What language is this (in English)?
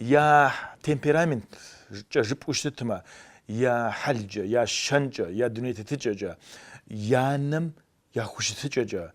Kabardian